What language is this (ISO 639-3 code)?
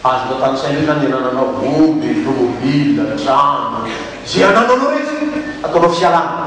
mlg